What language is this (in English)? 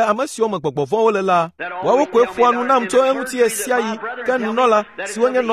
Ewe